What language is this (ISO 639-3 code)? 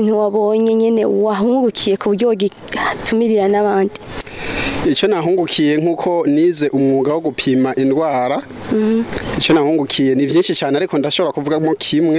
run